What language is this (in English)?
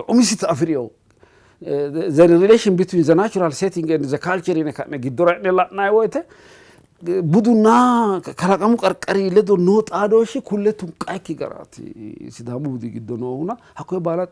Sidamo